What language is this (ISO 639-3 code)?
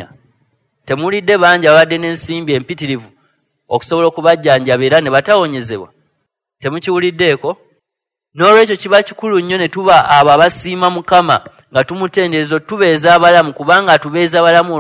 lug